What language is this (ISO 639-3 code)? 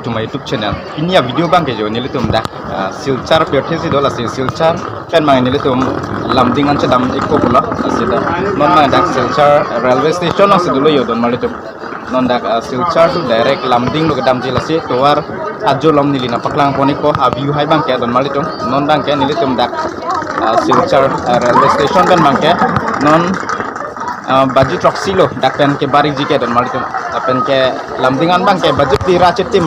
mjw